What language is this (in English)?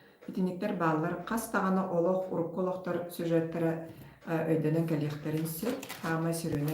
Yakut